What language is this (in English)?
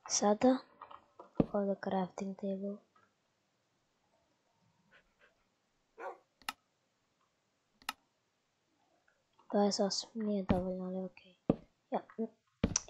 Croatian